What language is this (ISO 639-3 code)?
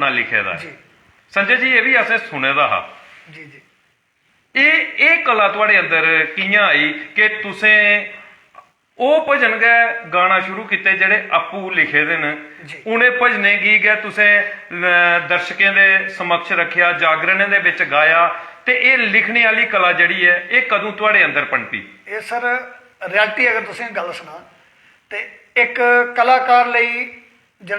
doi